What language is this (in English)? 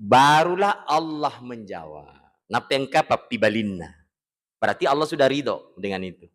Buginese